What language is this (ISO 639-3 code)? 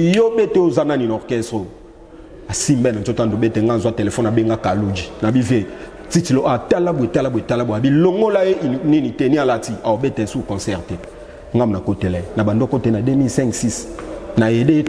lin